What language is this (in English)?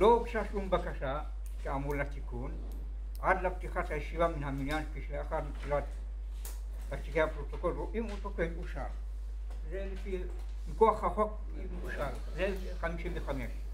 Hebrew